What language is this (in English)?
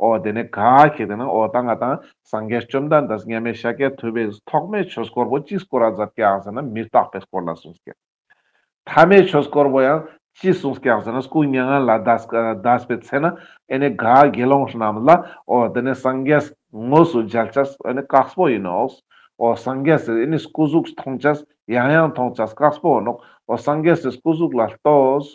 Ladakhi